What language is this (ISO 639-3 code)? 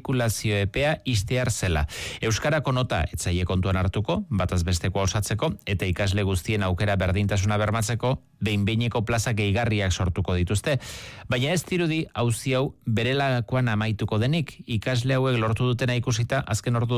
eus